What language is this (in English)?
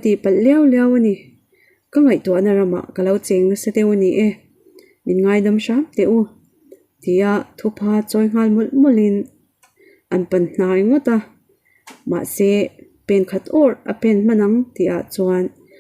Mizo